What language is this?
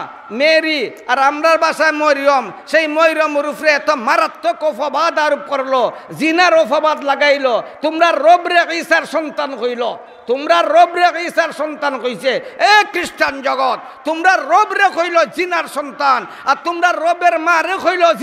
Sylheti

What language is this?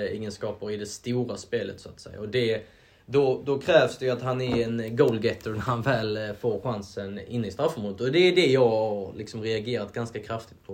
Swedish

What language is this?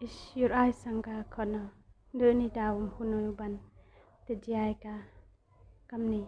Khasi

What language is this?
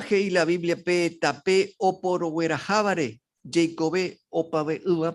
Guarani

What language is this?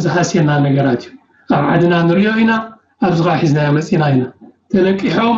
Tigrinya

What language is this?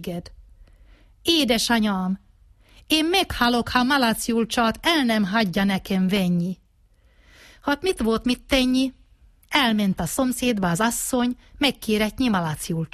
Hungarian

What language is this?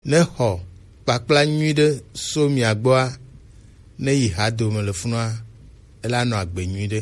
Gen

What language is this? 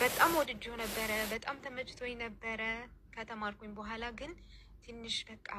Amharic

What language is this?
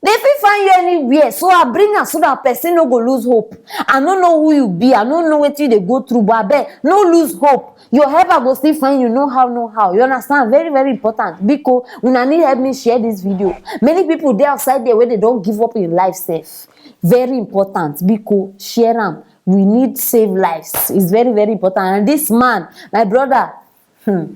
Nigerian Pidgin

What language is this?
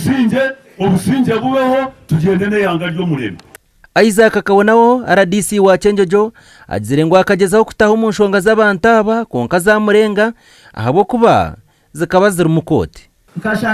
Nyankole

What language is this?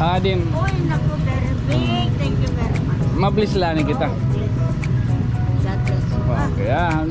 Waray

